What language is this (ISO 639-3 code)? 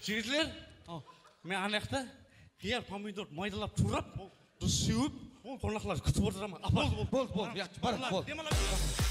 kaa